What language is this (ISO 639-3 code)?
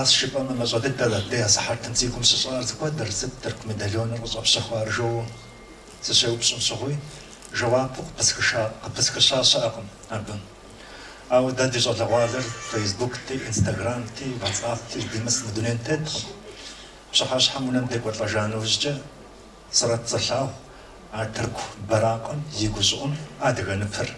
kbd